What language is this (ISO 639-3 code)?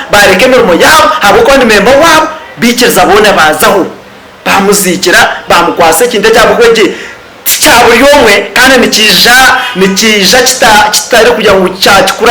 nyn